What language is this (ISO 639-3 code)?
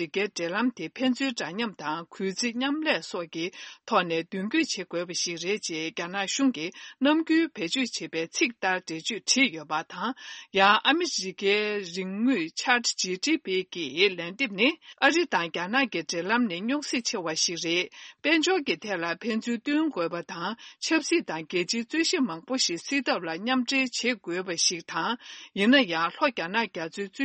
bod